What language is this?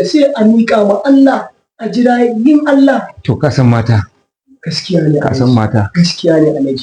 Hausa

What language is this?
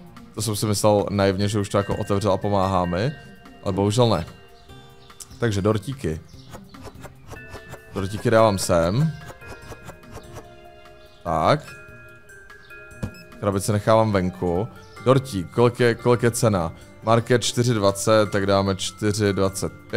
Czech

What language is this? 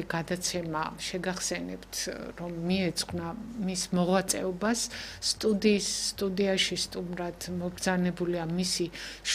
Georgian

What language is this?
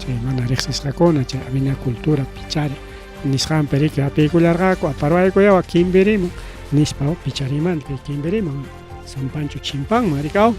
Ayacucho Quechua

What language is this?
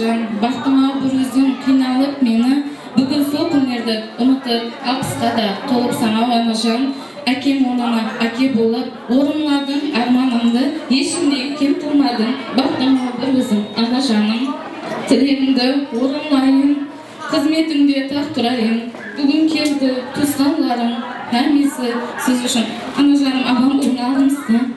Kara-Kalpak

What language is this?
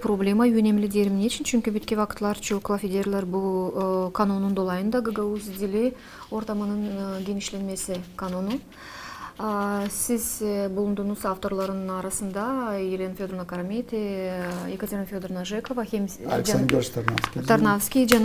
Gagauz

